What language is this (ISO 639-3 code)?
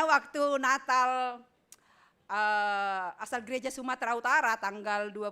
bts